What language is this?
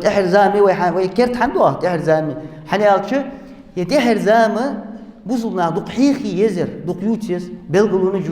Ingush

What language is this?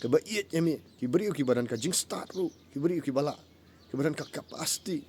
Khasi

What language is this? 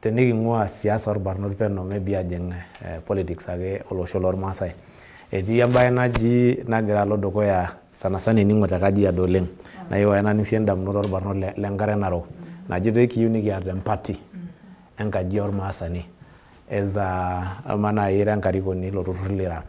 Masai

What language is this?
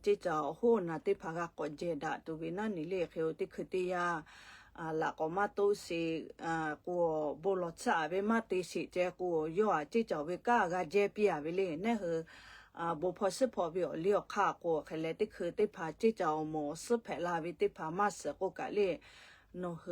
Lahu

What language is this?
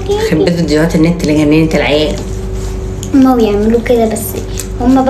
Egyptian Arabic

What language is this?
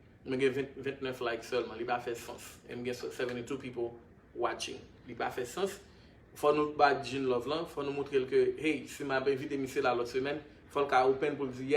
Haitian Creole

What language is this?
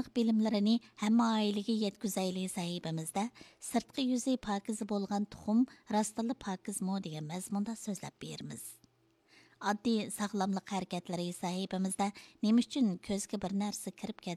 Uyghur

